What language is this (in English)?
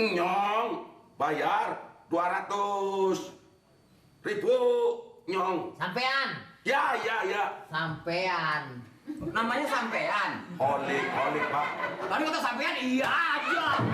Betawi